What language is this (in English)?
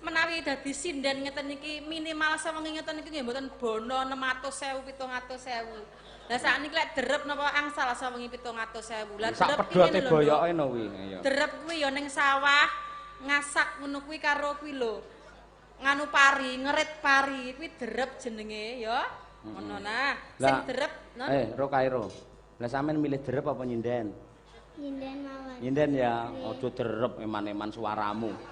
Javanese